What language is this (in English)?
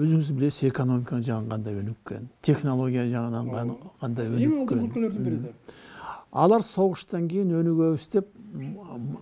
Kyrgyz